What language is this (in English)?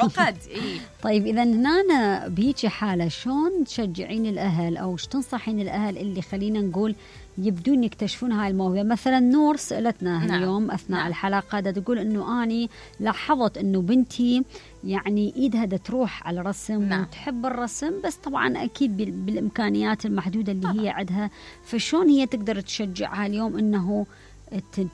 Mesopotamian Arabic